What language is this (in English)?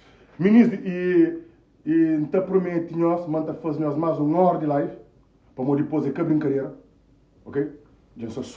Kabuverdianu